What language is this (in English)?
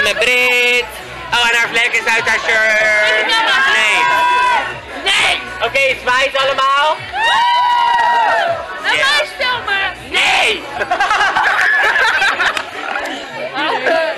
Dutch